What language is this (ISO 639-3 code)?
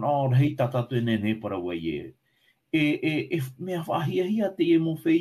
tah